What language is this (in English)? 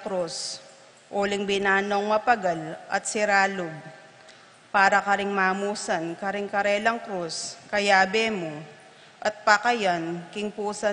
Pampanga